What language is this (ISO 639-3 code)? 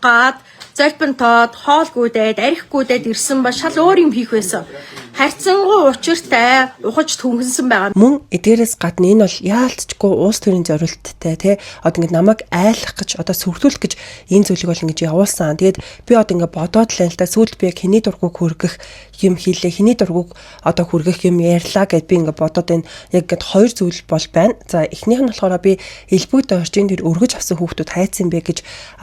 mon